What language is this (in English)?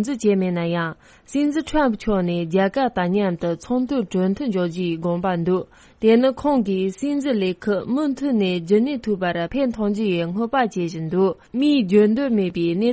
Tibetan